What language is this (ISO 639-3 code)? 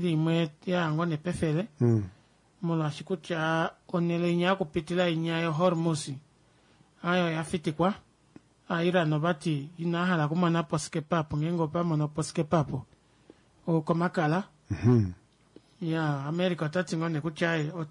kua